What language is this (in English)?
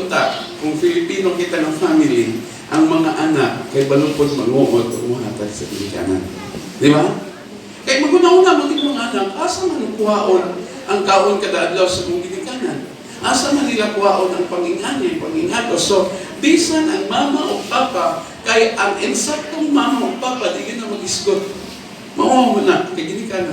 Cebuano